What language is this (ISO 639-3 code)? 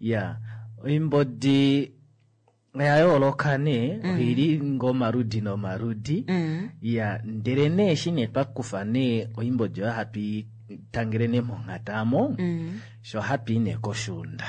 kua